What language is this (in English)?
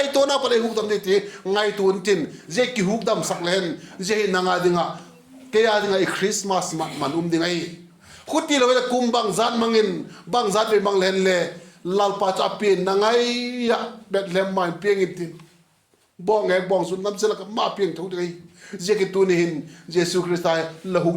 Vaiphei